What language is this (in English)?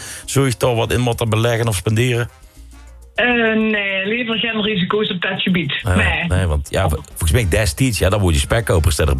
Dutch